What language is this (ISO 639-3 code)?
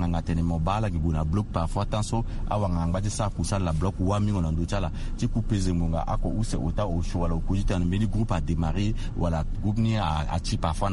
sag